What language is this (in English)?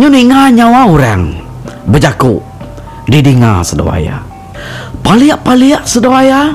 Iban